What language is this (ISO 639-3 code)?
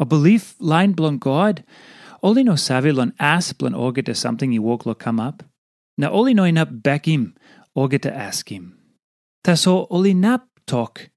tpi